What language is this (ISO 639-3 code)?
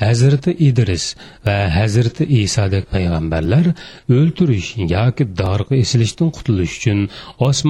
uig